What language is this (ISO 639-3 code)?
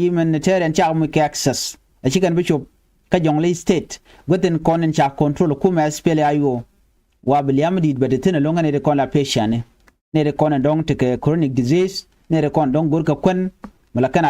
nus